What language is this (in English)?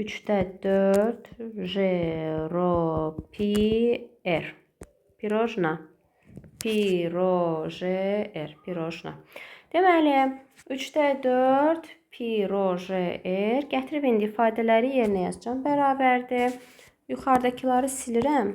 Azerbaijani